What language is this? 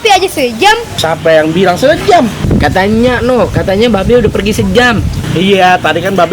Betawi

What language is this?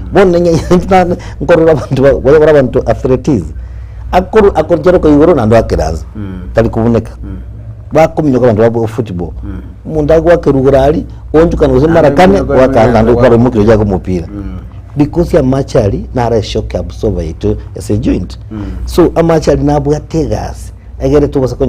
Gusii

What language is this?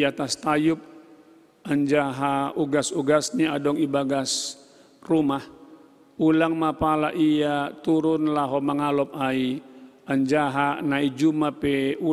Batak Simalungun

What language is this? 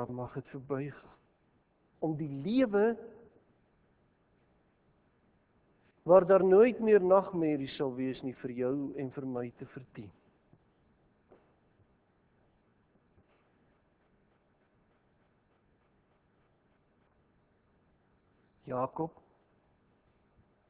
Afrikaans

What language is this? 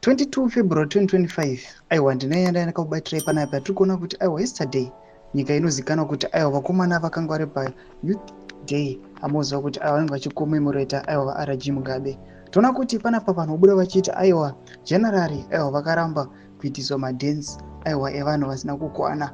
Shona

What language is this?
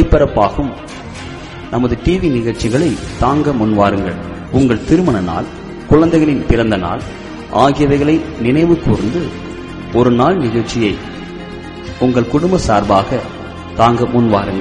Tamil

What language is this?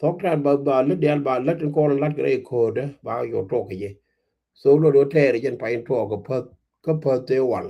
Nuer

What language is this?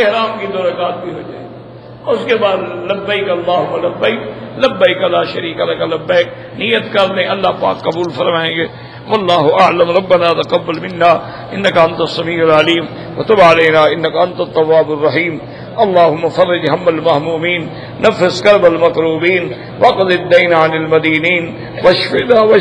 Urdu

